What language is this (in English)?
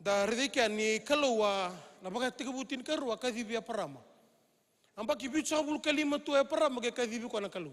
Fijian